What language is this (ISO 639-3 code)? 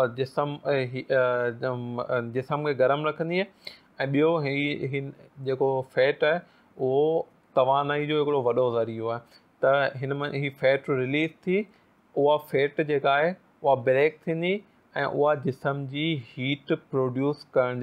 snd